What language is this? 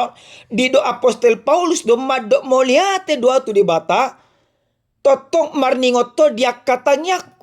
Batak Toba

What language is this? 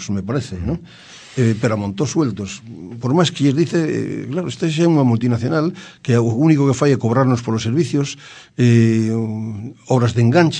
Galician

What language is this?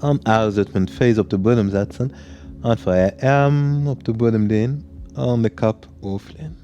Luxembourgish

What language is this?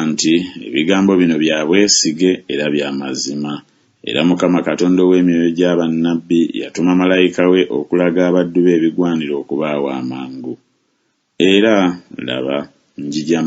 Ganda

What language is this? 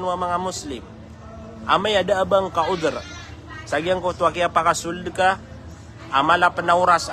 Maranao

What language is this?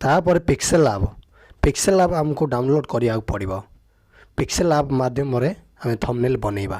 Odia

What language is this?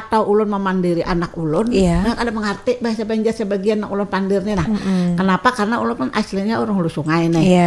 Banjar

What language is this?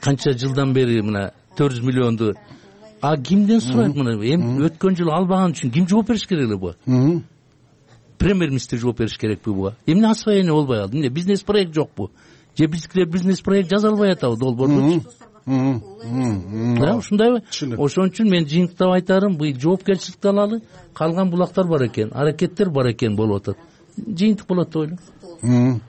Kyrgyz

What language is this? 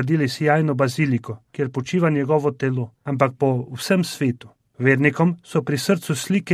Slovenian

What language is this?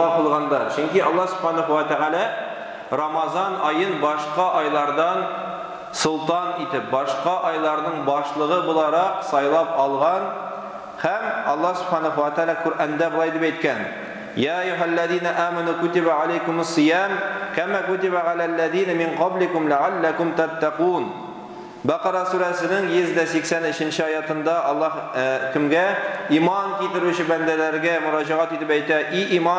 Tatar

